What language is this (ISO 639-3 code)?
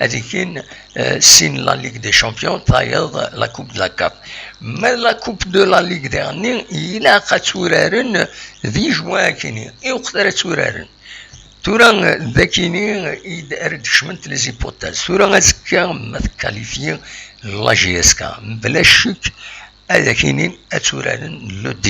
kab